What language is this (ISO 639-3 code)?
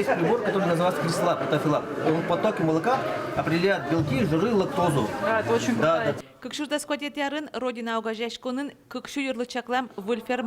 udm